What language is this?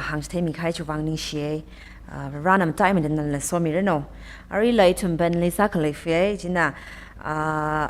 Tangkhul Naga (India)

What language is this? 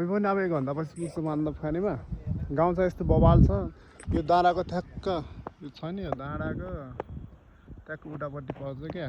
Nepali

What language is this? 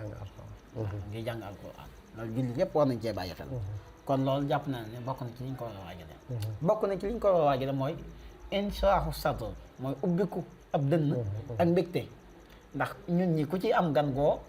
Wolof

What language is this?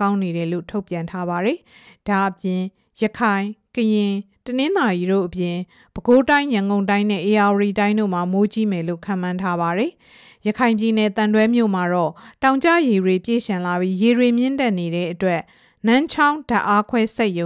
Burmese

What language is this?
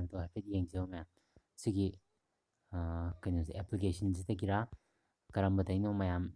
Manipuri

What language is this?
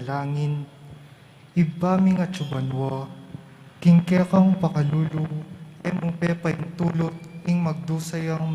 Pampanga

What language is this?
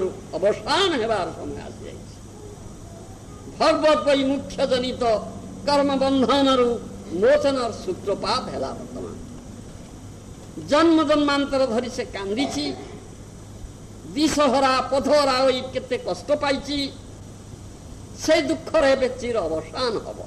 Odia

